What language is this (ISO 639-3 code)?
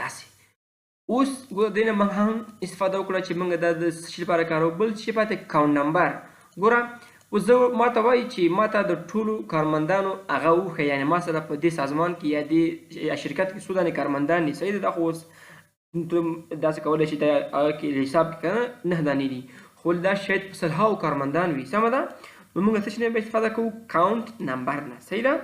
pus